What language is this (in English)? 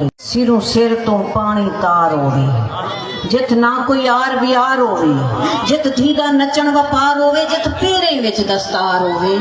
Saraiki